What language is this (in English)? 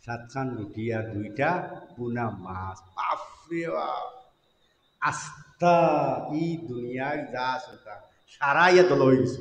Sylheti